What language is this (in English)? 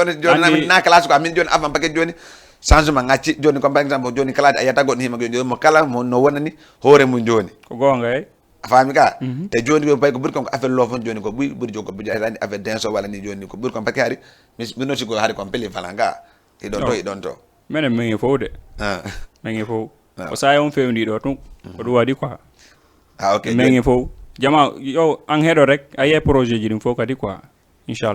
Fula